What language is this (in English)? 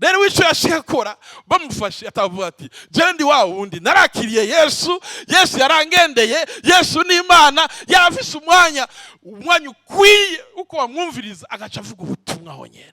Rundi